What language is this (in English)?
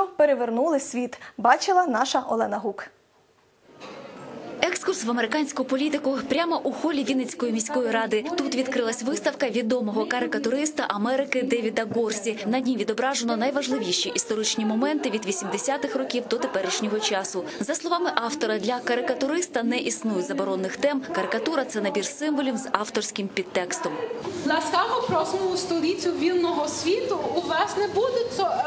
Ukrainian